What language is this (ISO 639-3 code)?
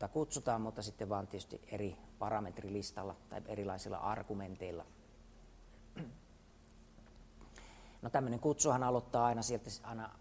fin